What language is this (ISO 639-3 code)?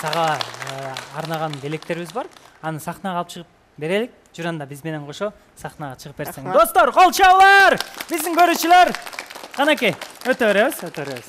kir